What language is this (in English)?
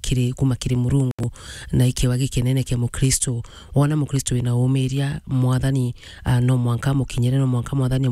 Meru